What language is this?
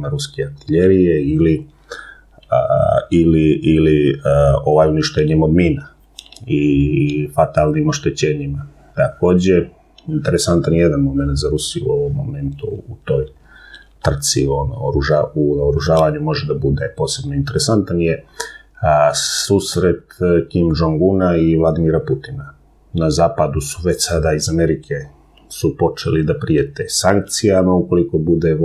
Serbian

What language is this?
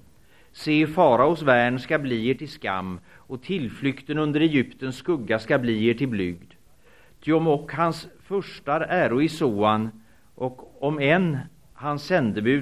Swedish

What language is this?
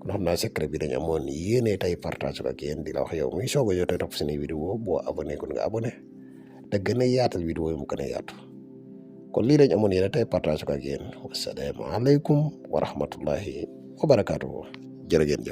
Wolof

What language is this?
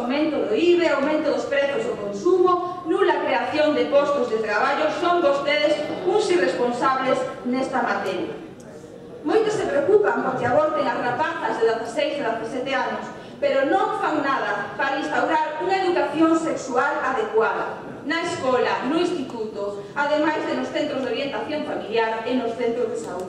Galician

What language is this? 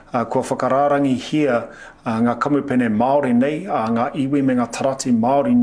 Māori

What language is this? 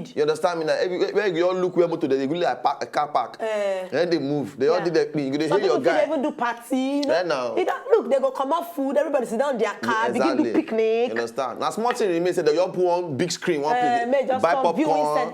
Nigerian Pidgin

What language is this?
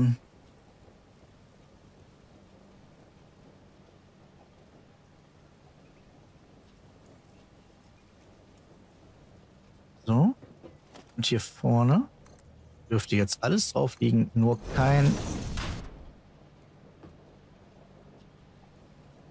German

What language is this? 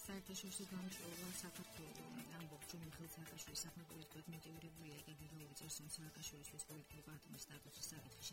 Georgian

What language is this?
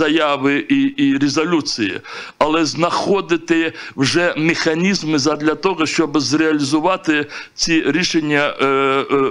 Ukrainian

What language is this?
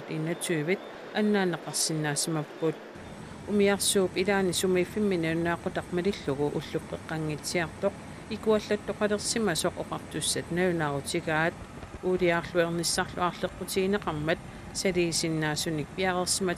Kalaallisut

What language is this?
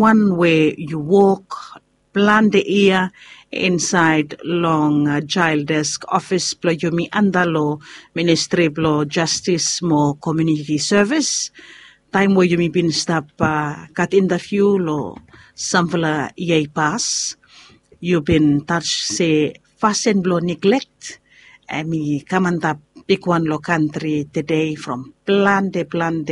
Bislama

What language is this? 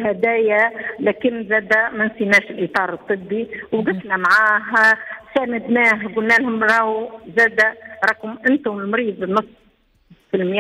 Tunisian Arabic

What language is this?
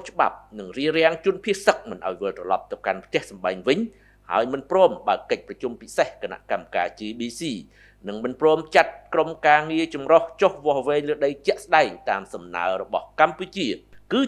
Khmer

